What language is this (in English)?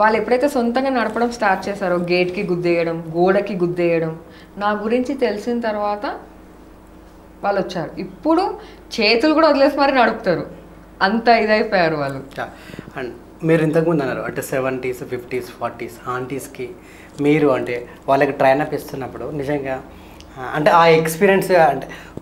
Telugu